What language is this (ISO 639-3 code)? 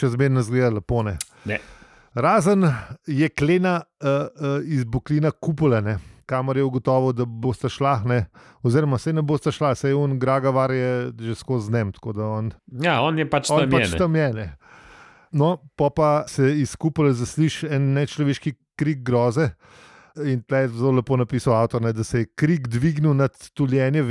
slv